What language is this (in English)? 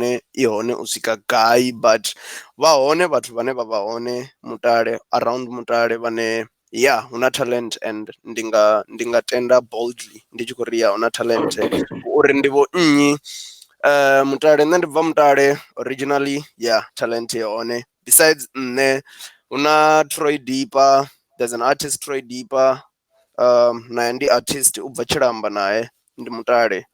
Venda